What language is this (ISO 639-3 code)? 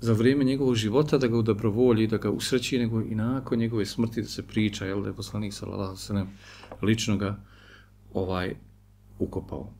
bos